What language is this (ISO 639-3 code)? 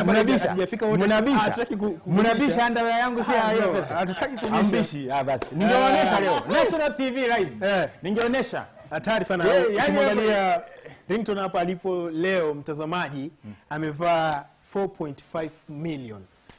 swa